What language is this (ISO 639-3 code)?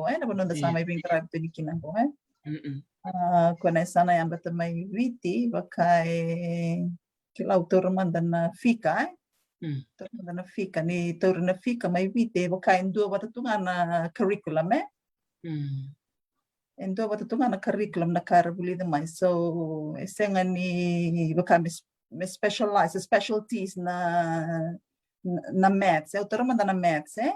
fij